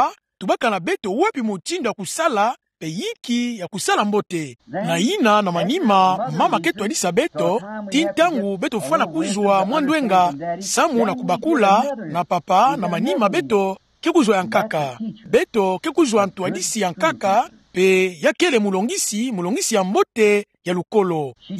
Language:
Kituba (Democratic Republic of Congo)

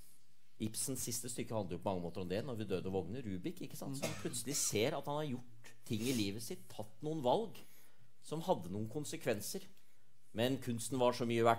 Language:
Norwegian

